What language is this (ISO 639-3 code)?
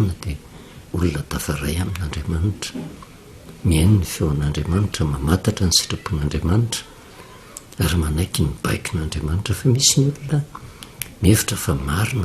mlg